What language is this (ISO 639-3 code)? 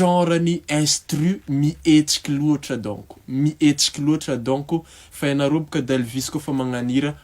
mlg